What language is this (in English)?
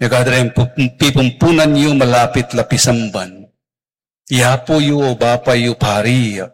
Pampanga